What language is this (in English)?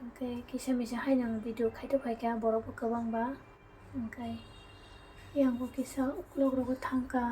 Kok Borok